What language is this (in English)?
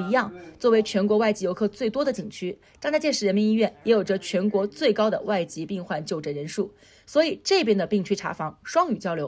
Chinese